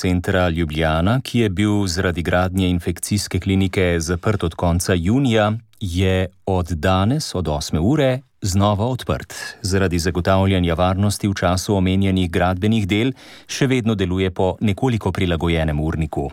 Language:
Slovenian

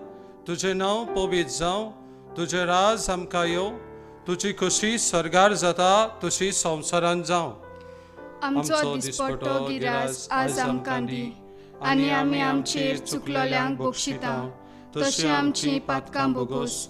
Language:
Konkani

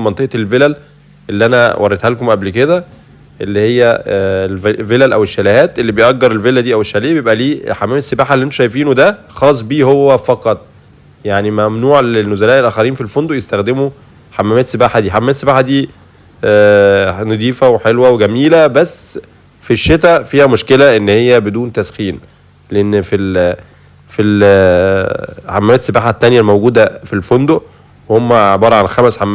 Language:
Egyptian Arabic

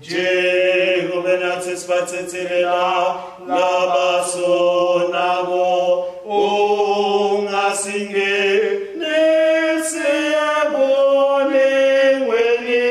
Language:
Swati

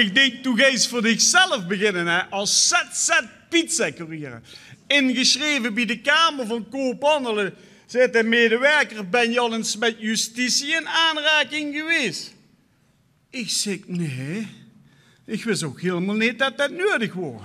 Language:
Limburgish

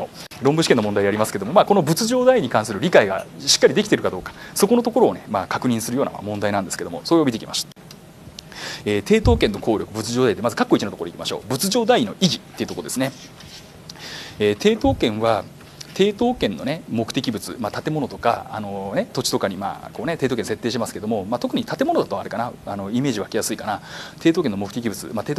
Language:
Japanese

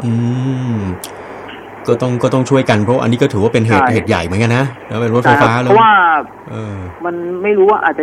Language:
Thai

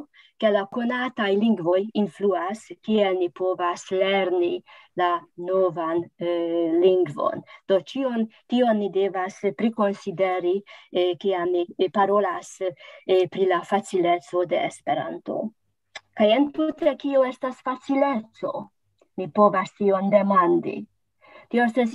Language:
Esperanto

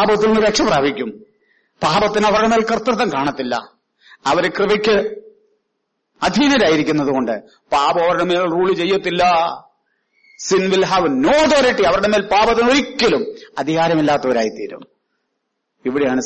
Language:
Malayalam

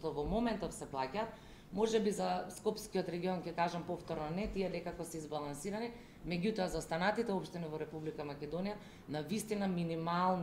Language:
Macedonian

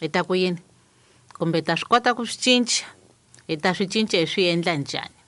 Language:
Tsonga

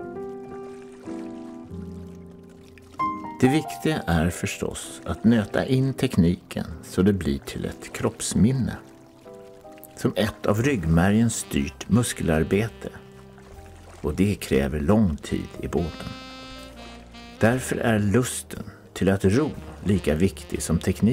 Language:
Swedish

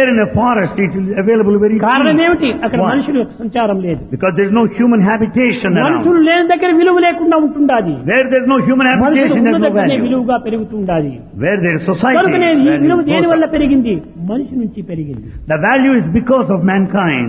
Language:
Telugu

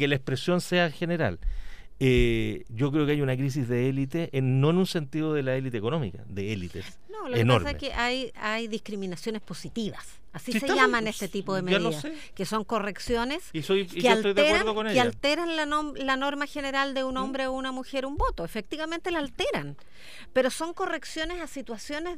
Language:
Spanish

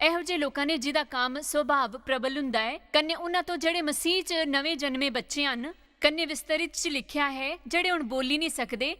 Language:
Dogri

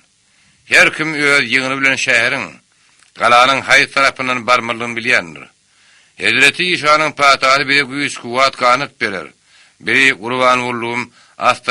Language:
Turkmen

